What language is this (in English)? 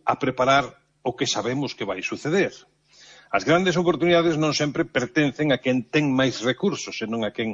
Galician